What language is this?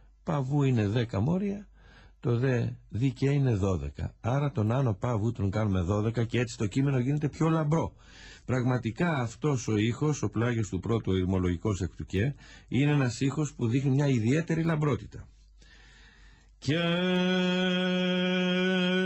Greek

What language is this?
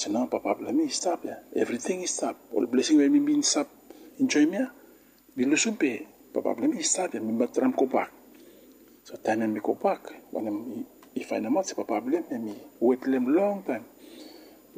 Bislama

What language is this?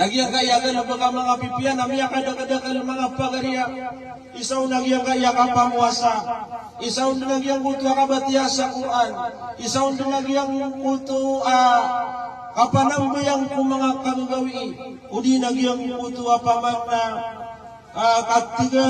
Maranao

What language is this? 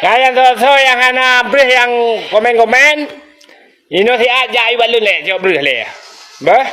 Achinese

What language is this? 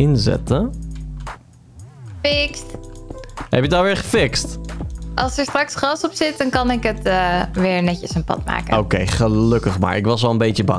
Dutch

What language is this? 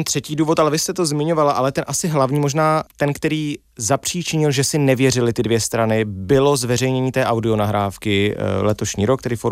Czech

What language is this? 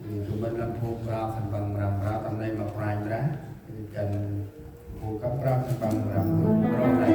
Central Mnong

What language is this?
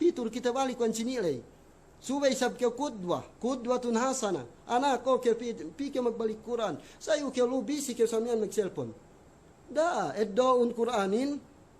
Yakan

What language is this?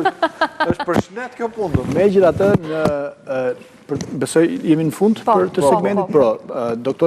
Albanian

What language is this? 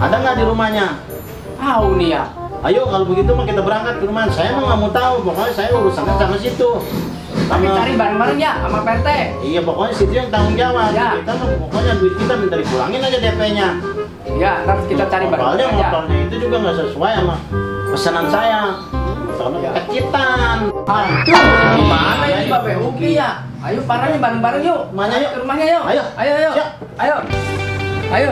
Betawi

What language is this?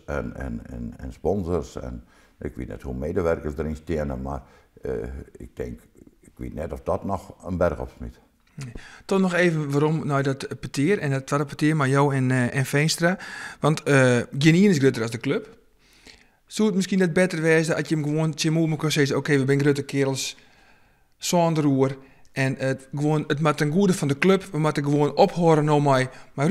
Western Frisian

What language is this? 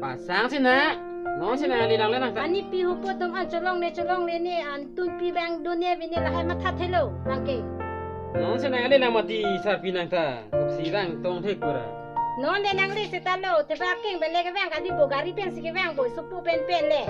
Karbi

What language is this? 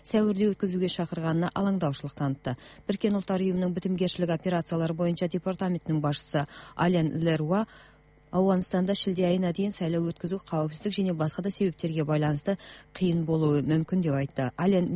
Kazakh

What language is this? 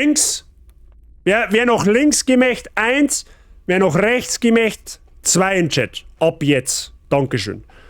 Bavarian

